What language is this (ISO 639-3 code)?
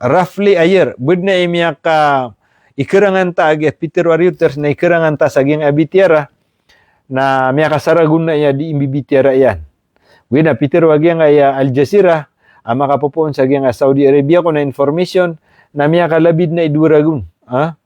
mrw